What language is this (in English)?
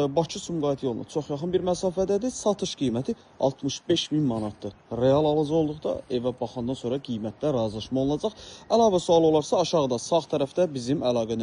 Azerbaijani